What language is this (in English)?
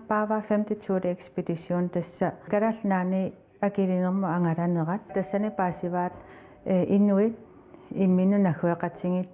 Kalaallisut